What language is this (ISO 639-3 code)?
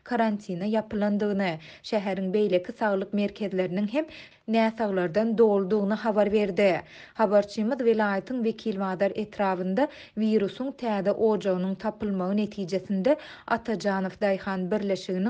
tuk